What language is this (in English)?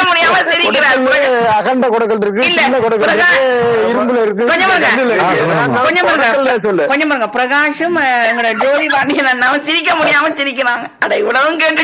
Tamil